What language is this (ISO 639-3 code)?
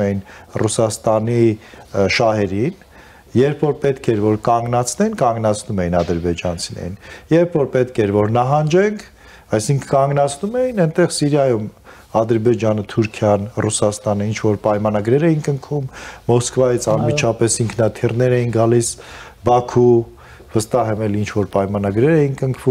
hye